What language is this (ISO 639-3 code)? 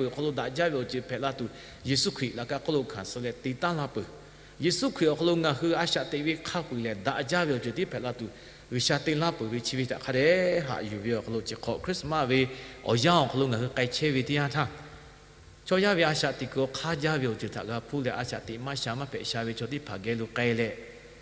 lhu